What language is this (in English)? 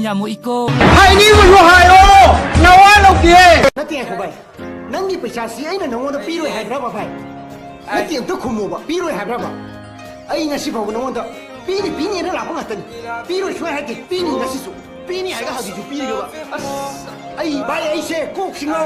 Manipuri